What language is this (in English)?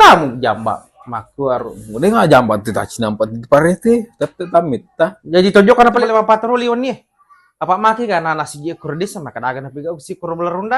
Buginese